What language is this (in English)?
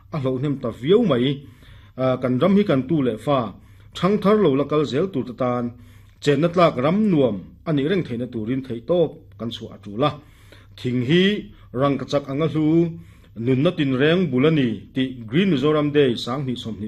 Mizo